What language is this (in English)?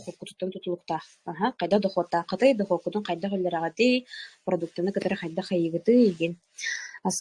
Yakut